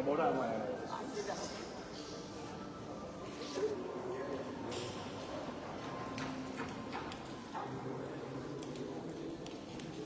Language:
Vietnamese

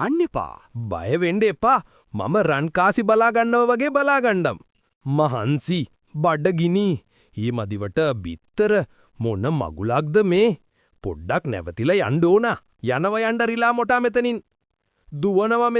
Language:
Sinhala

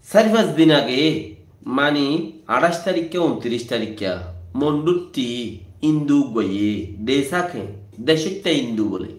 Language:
Rohingya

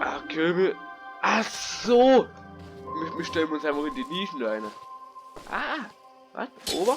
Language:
Bavarian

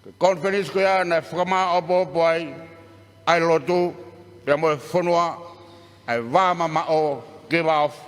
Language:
Tongan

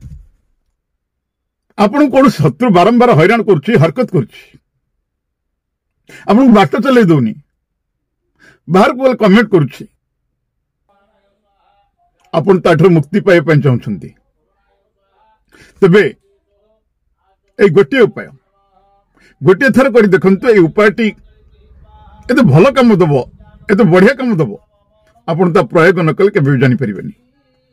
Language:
Odia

